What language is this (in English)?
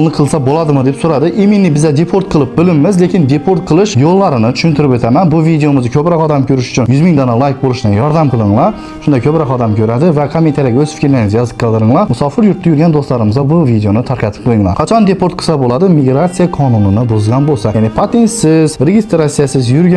Uzbek